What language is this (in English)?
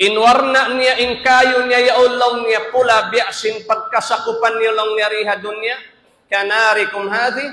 Tausug